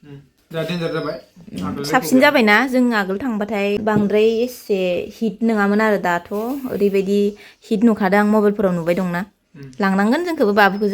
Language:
Bodo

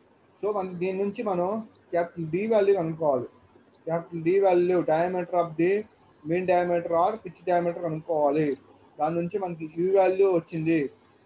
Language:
Telugu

